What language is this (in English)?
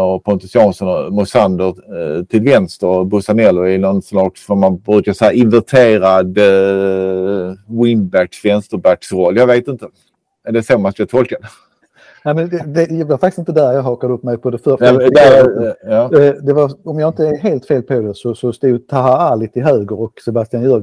Swedish